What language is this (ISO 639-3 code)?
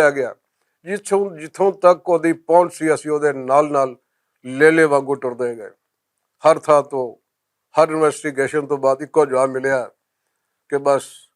lah